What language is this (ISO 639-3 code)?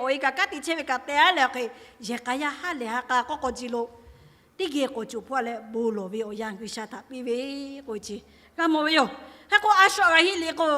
lhu